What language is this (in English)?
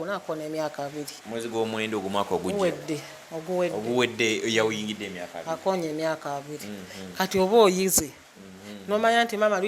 Ganda